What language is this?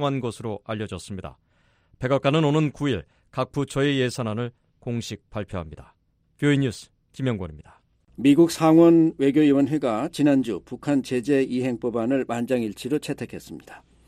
Korean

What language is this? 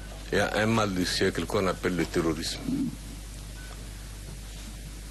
Hebrew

